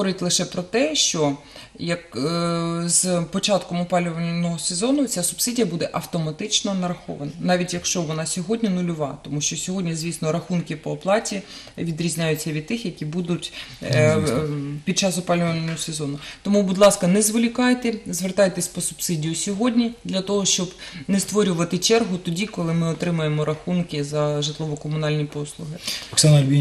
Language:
Ukrainian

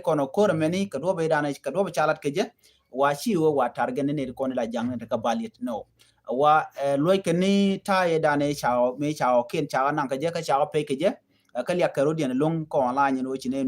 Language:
Nuer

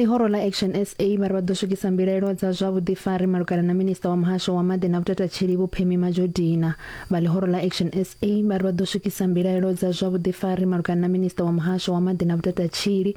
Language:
Venda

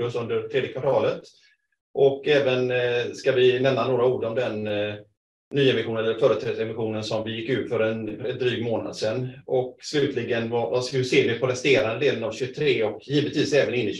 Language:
Swedish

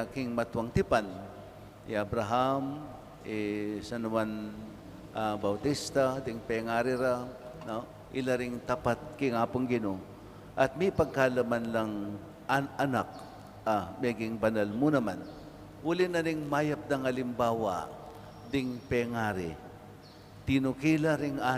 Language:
Pampanga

